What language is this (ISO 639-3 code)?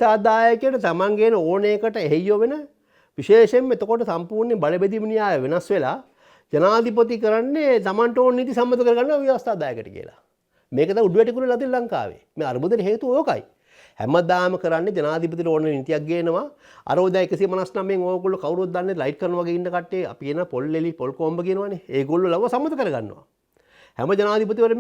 sin